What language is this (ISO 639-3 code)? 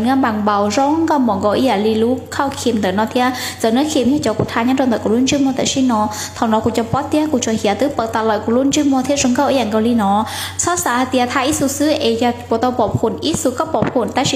hmn